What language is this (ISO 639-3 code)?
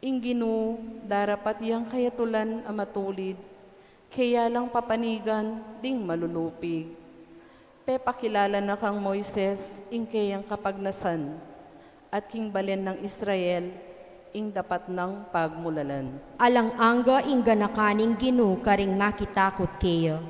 pam